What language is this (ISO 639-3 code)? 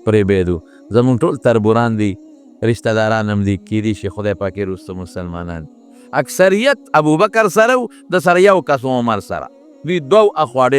pus